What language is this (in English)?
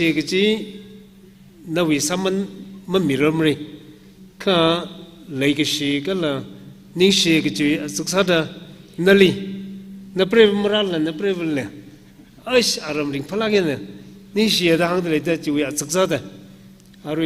Tangkhul Naga (India)